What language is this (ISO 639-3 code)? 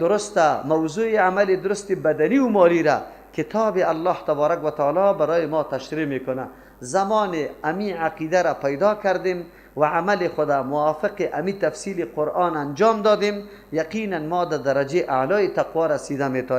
fas